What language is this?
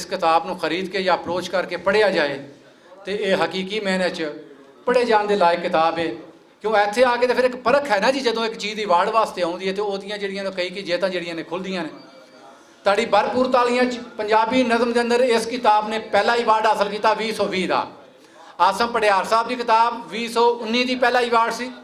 Western Panjabi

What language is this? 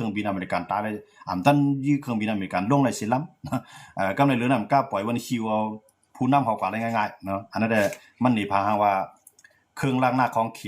Shan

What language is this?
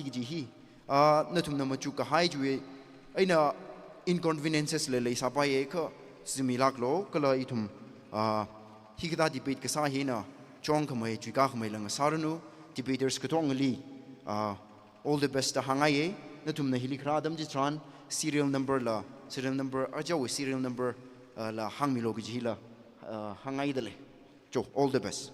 Tangkhul Naga (India)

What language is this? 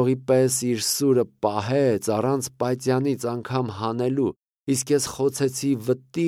Armenian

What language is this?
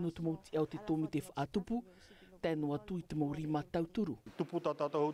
Tahitian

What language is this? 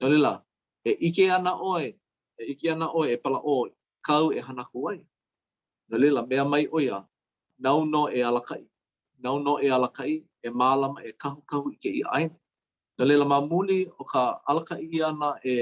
Hawaiian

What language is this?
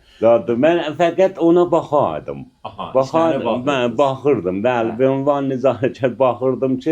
Azerbaijani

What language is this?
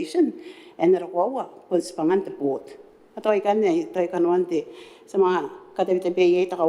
Gilbertese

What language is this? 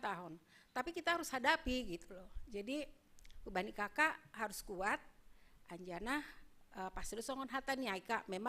Batak Simalungun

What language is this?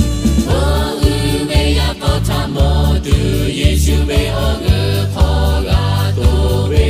Lahu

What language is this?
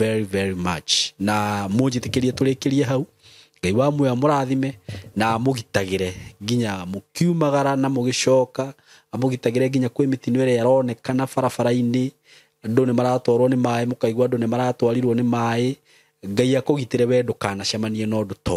Kikuyu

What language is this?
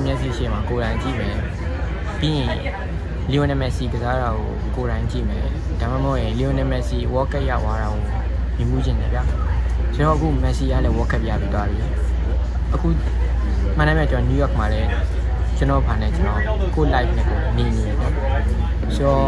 Burmese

